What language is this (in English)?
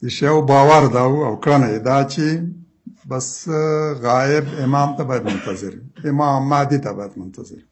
Pashto